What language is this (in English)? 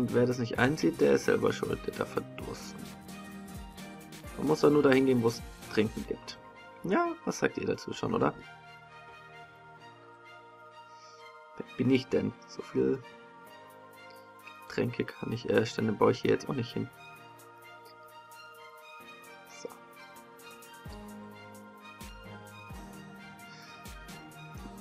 German